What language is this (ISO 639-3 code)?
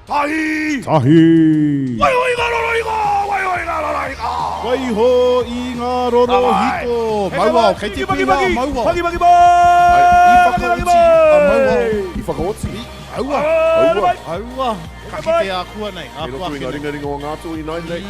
mri